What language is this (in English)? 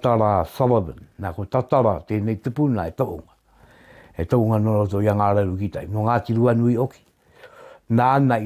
Māori